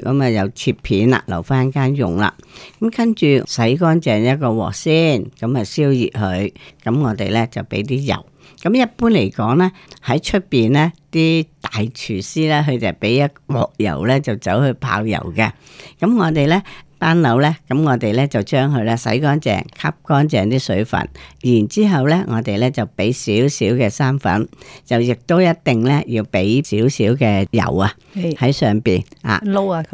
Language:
Cantonese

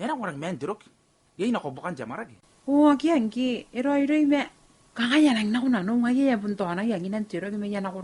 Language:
Gilbertese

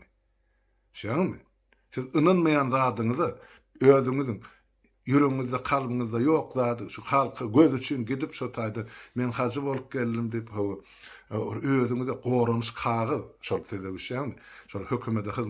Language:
Turkmen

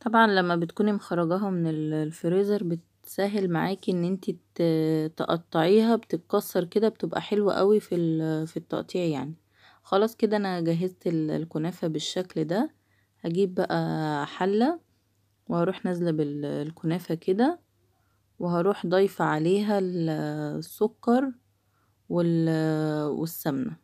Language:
Egyptian Arabic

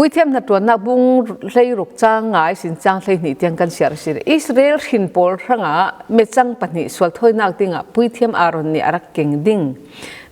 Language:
Falam Chin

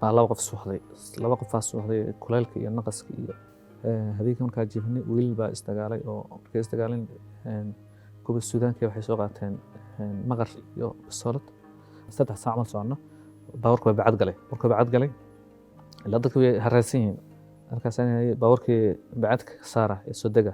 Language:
Somali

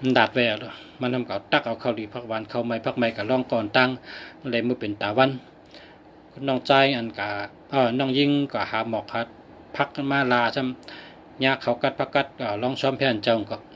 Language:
Shan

